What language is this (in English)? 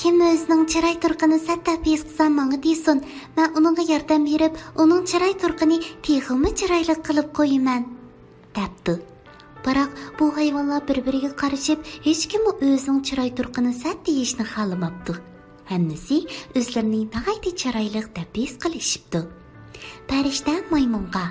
Uyghur